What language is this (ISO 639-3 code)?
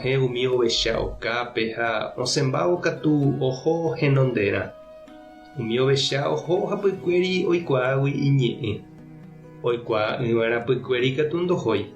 grn